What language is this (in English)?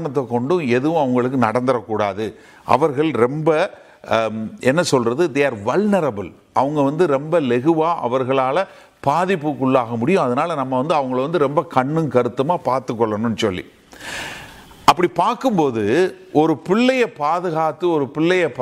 Tamil